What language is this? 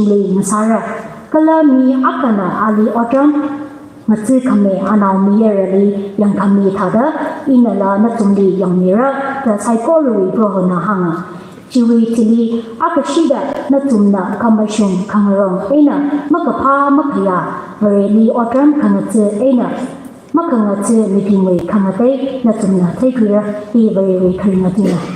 Tangkhul Naga (India)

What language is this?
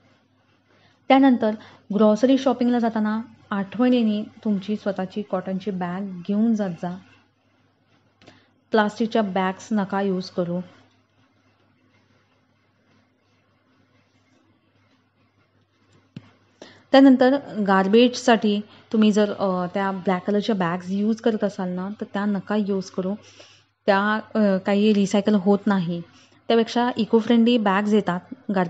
Marathi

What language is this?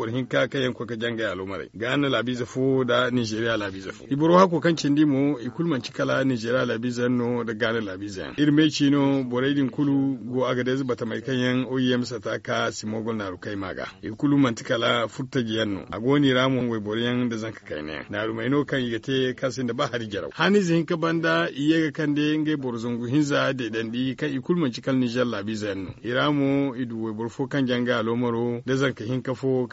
Zarma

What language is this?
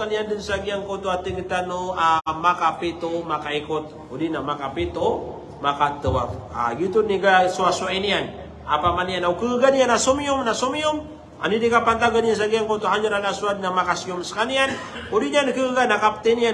Maranao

